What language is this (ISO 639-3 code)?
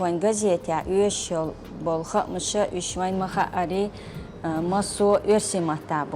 che